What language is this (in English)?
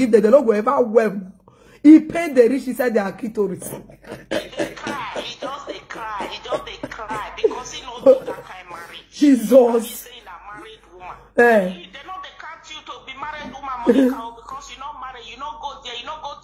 Nigerian Pidgin